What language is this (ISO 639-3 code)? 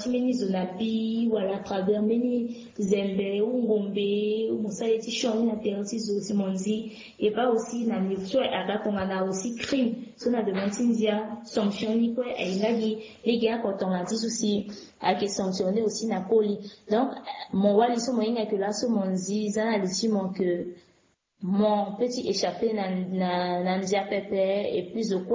sag